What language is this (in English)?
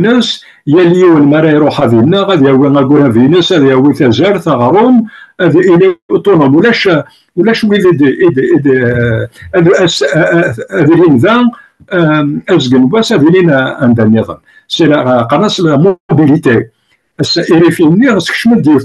Kabyle